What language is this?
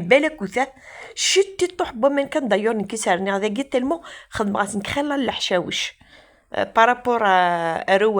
Kabyle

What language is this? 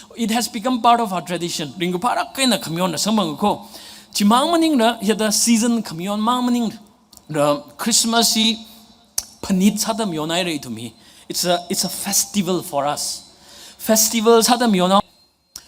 Tangkhul Naga (India)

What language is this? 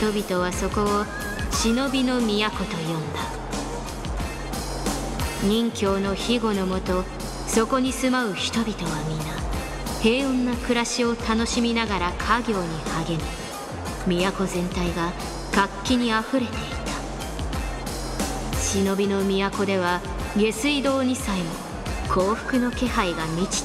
Japanese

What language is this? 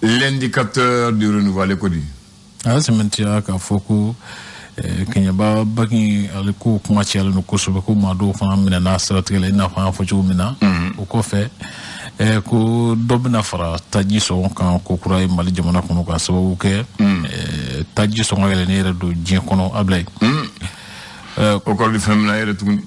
Bambara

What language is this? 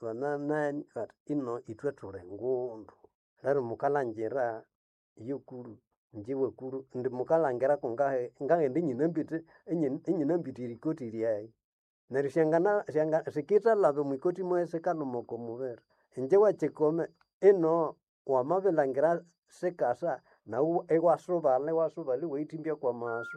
Nande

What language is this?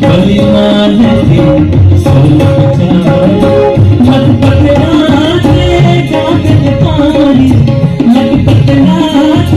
Dogri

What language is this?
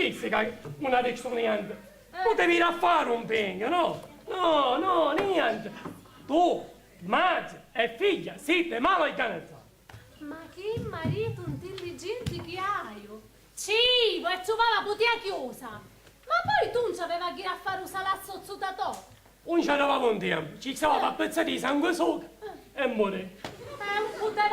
Sicilian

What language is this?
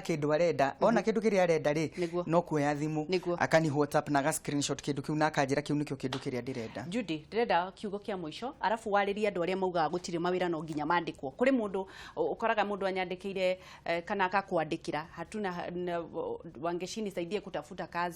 Kikuyu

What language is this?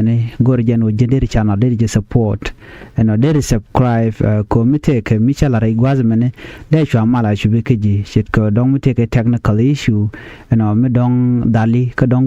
Nuer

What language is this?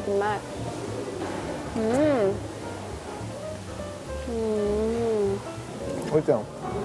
Thai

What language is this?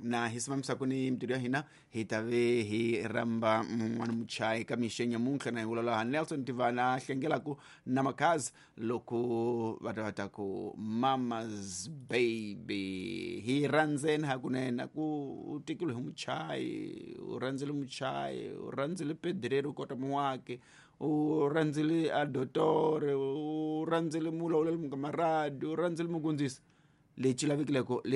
Tsonga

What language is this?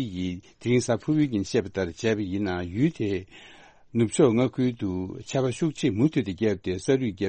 Tibetan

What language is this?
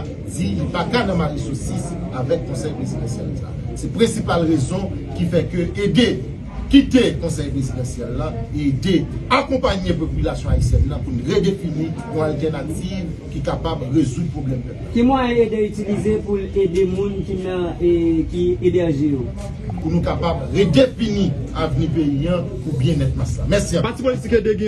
Haitian Creole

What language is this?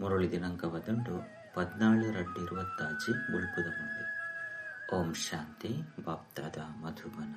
Tulu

